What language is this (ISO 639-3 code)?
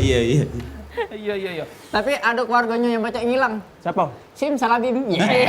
mui